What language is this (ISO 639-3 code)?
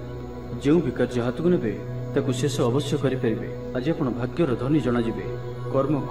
ori